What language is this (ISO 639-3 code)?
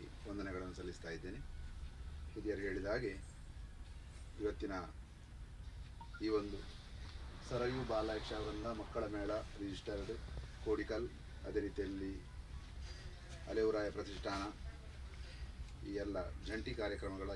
kan